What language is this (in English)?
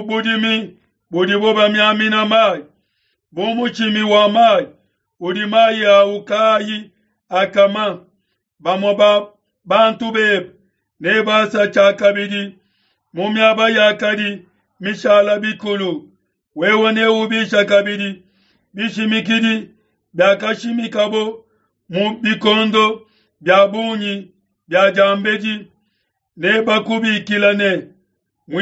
Luba-Lulua